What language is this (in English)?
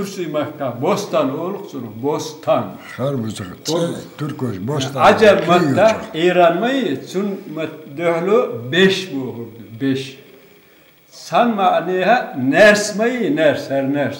Chechen